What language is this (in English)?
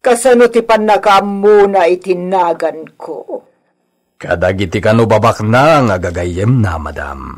Iloko